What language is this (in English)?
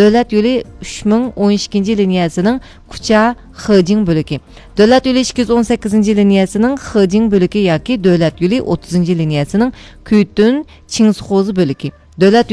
Uyghur